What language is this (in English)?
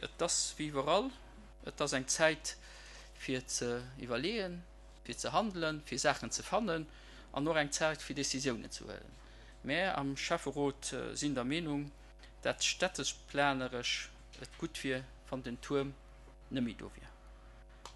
Luxembourgish